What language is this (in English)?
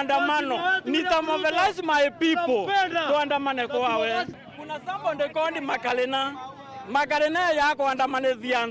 Meru